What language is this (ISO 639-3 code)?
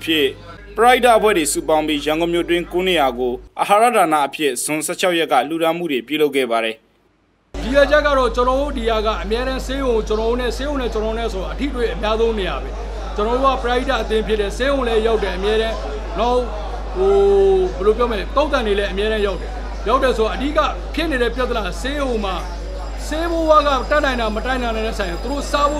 mya